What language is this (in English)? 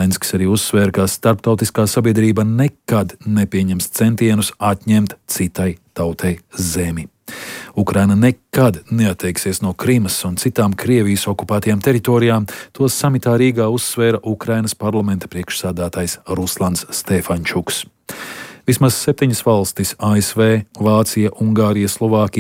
Latvian